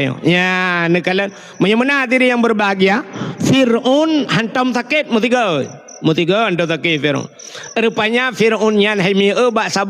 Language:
Achinese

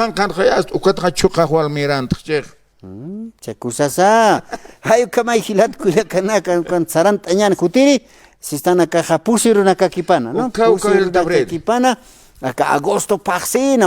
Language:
Aymara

